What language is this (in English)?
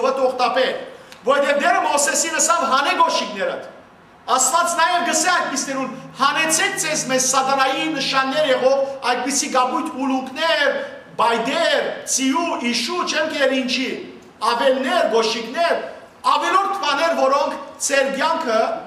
Western Armenian